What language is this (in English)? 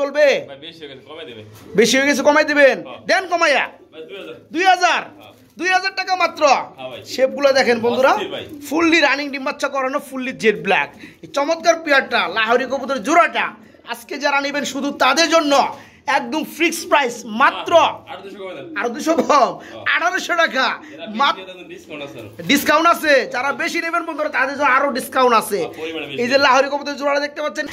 Bangla